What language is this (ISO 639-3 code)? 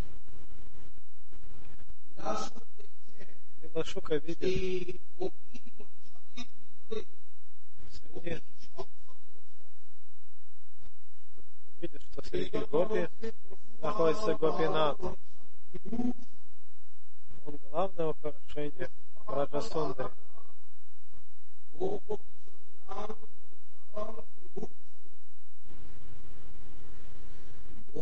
rus